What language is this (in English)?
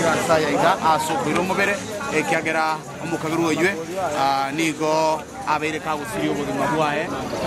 Gusii